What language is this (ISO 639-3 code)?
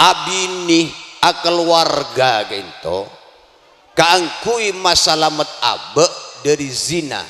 mad